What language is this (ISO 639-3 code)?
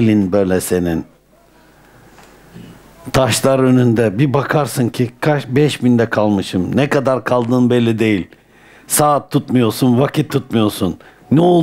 tur